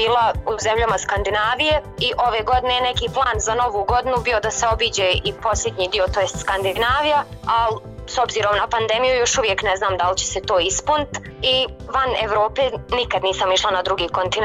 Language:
Bosnian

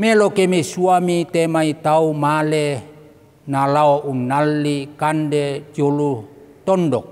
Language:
Toraja-Sa'dan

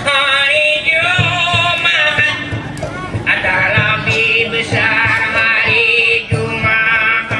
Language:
Banjar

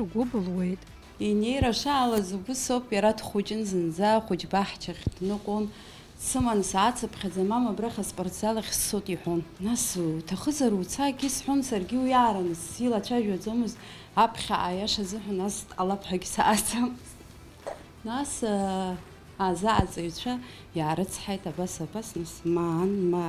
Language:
Abkhazian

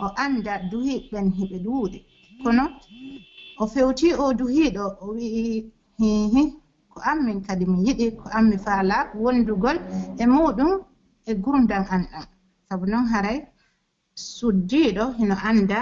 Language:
Pular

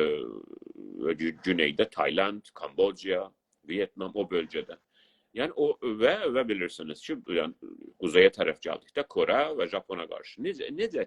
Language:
South Azerbaijani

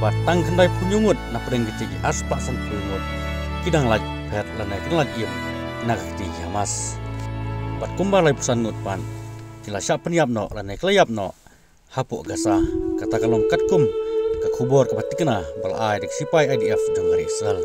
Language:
Khasi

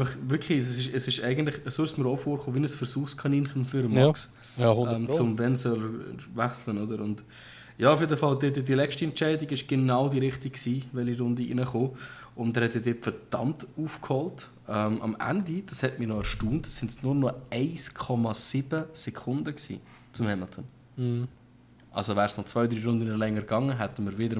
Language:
Swiss German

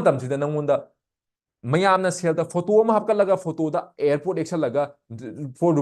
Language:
Manipuri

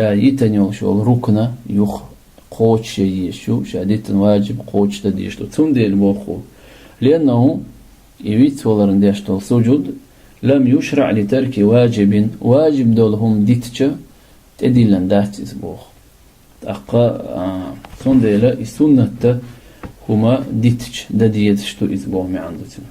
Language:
Chechen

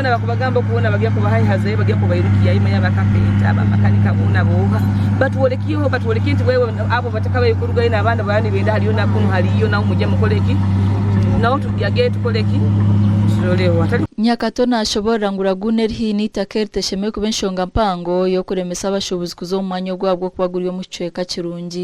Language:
Nyankole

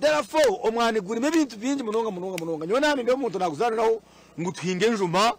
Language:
Nyankole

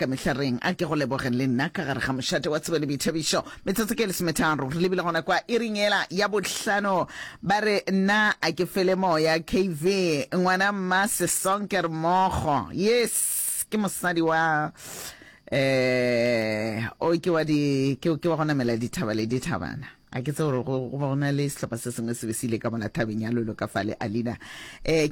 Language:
Northern Sotho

